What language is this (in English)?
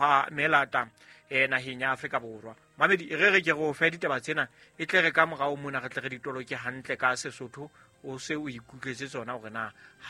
Southern Sotho